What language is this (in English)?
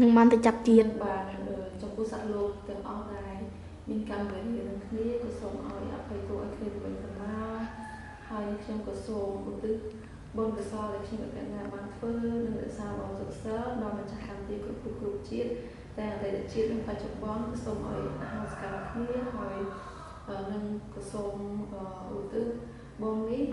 Khmer